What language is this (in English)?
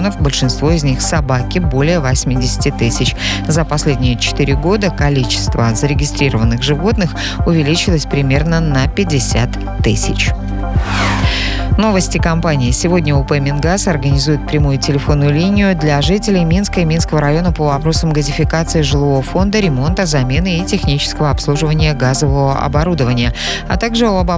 Russian